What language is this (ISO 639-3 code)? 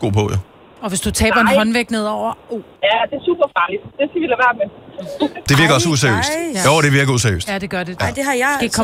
dan